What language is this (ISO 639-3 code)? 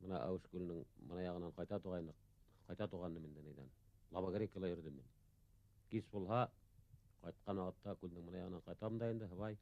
bak